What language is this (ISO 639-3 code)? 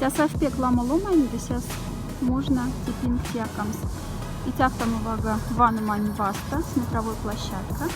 mdf